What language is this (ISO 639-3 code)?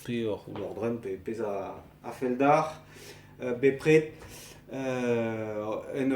bre